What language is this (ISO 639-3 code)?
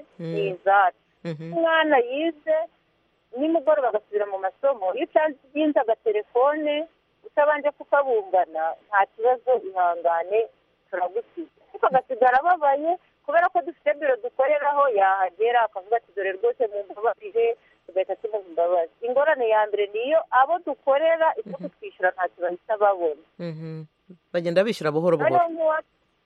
kin